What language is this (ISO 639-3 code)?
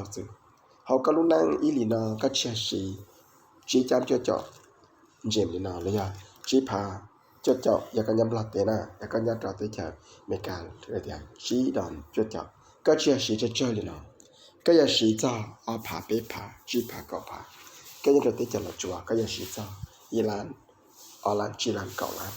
hmn